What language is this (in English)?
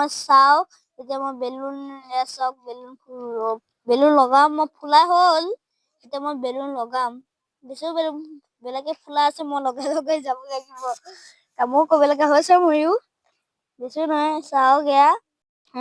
Assamese